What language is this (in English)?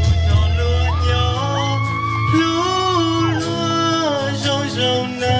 Hmong